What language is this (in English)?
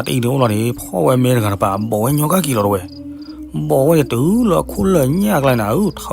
S'gaw Karen